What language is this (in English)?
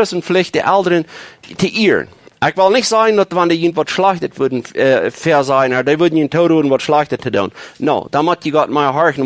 Plautdietsch